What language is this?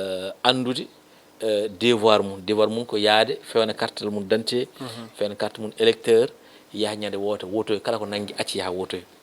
Fula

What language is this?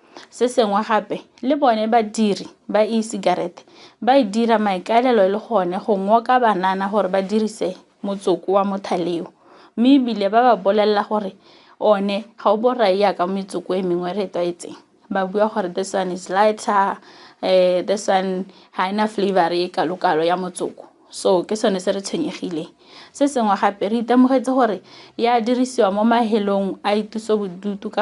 Tswana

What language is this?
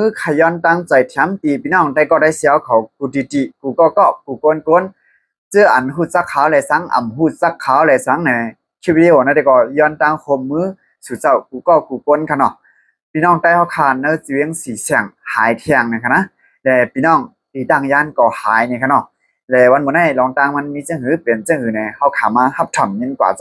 Shan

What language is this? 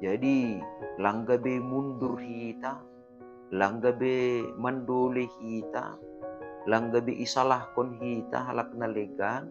Batak Simalungun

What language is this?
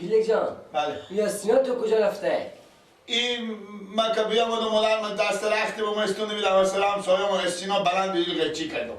Persian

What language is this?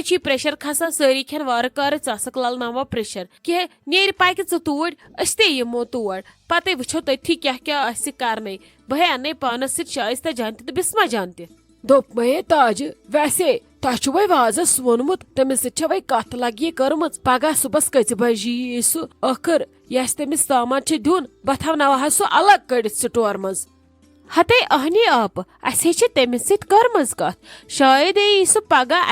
Kashmiri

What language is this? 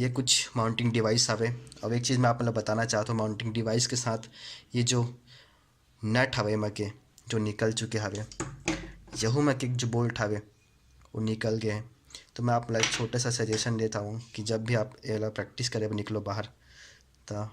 Chhattisgarhi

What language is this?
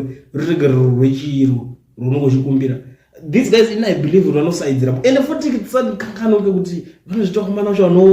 Shona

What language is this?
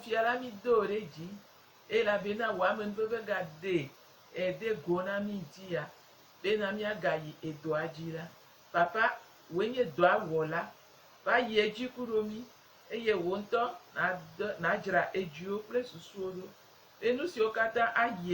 Gen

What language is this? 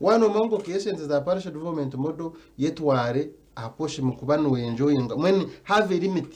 Nyankole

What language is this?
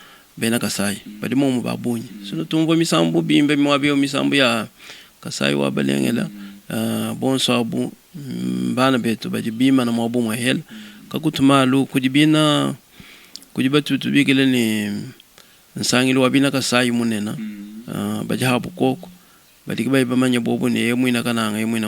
Luba-Lulua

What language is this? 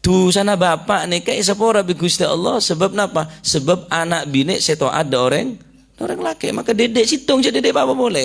Madurese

